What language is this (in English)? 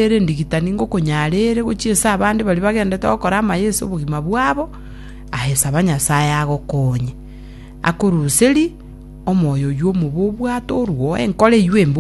Gusii